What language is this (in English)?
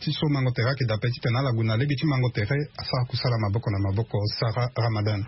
Sango